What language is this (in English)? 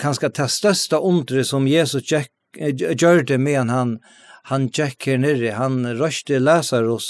Faroese